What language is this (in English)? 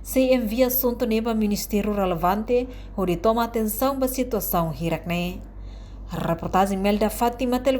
Tetum